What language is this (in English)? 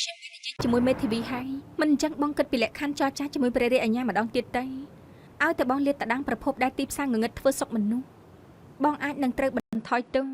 Khmer